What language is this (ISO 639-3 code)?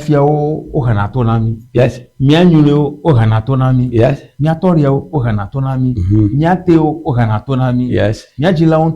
ewe